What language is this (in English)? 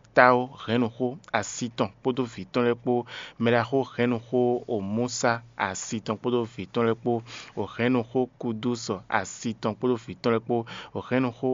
Fon